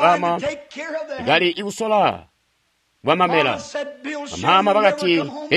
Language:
Tonga (Zambia)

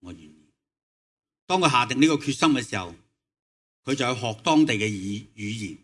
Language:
Cantonese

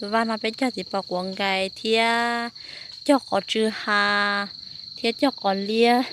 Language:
Hmong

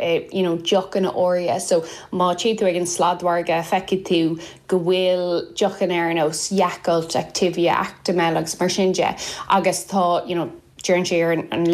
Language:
Irish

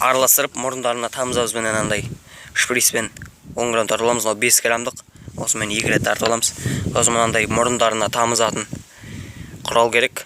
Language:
Kazakh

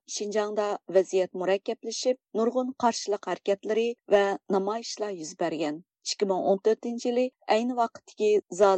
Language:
Uyghur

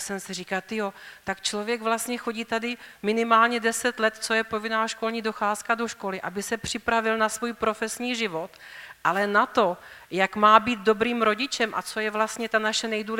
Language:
Czech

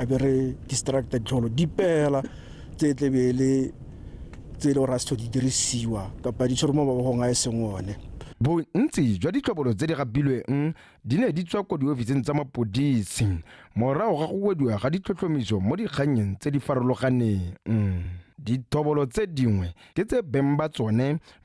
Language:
Tswana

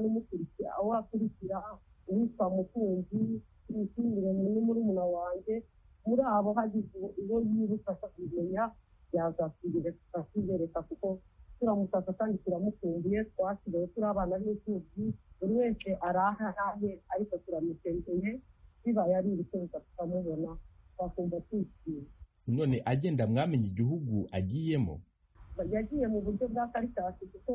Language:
Kinyarwanda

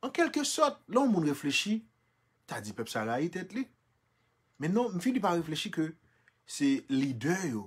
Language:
Haitian Creole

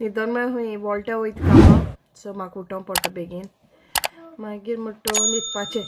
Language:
Konkani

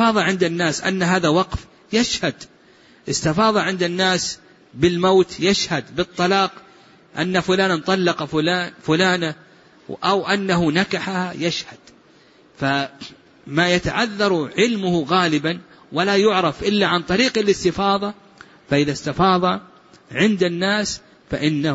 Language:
Arabic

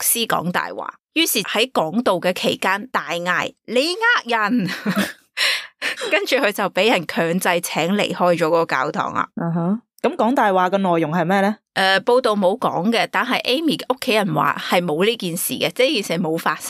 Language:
Cantonese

